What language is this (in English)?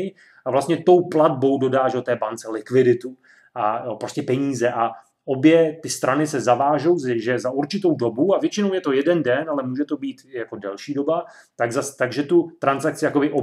Czech